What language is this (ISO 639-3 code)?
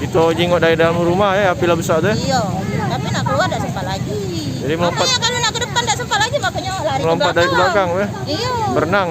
mui